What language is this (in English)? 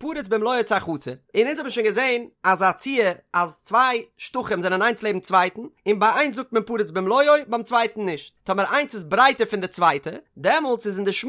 Yiddish